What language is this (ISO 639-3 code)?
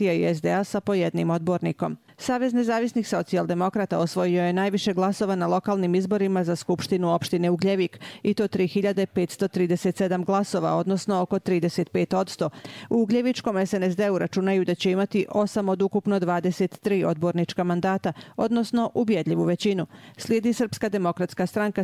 srp